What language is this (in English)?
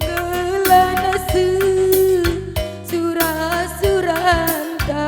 Batak Karo